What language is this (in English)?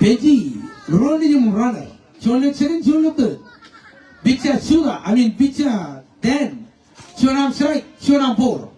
Marshallese